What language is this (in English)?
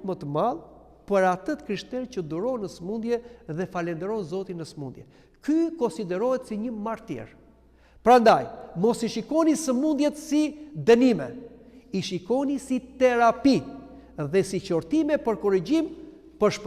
Albanian